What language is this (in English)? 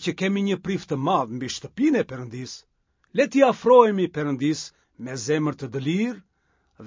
Albanian